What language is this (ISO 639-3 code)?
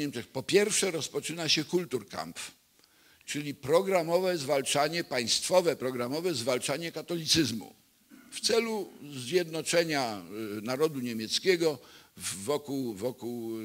pol